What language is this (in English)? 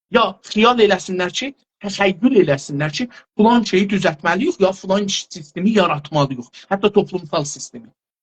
South Azerbaijani